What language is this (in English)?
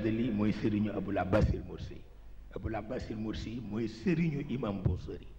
Wolof